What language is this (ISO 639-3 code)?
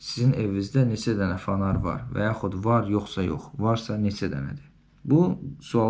aze